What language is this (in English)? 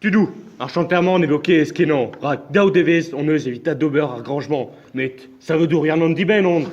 Breton